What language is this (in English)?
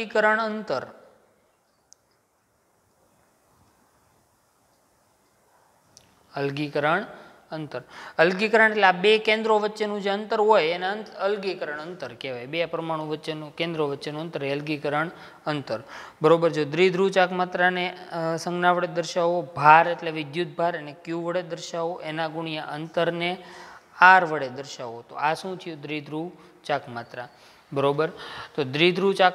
Gujarati